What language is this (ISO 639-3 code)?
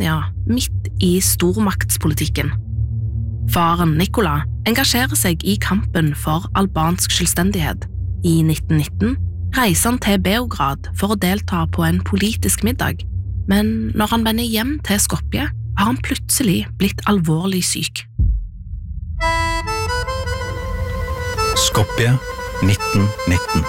nor